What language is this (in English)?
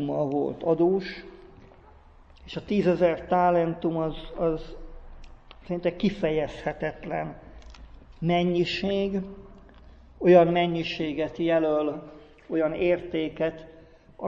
Hungarian